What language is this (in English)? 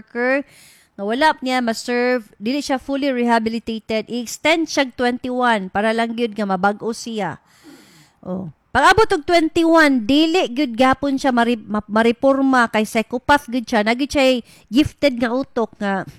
Cebuano